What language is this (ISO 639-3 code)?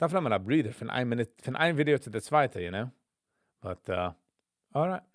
yid